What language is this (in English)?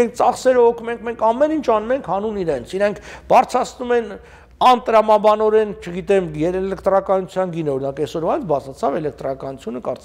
Armenian